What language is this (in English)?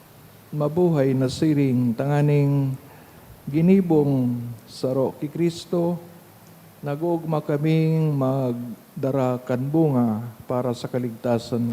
Bikol